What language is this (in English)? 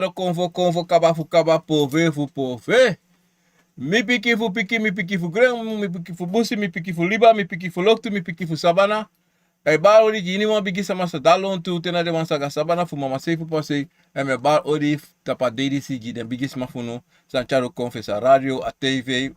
Sranan Tongo